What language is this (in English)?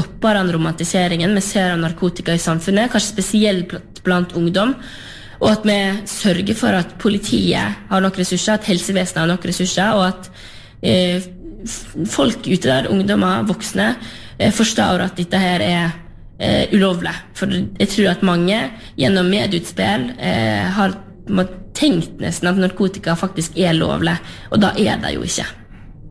Norwegian